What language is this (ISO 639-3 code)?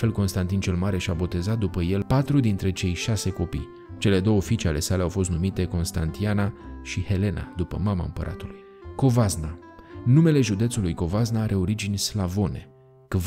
ron